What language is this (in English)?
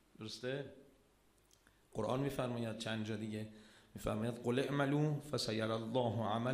Persian